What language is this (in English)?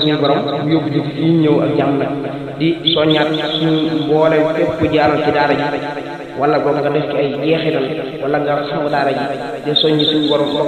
Wolof